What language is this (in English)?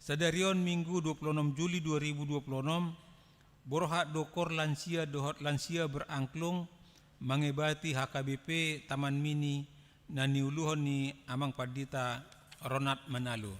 Batak Toba